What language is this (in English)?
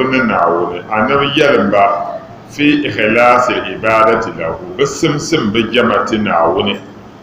Dagbani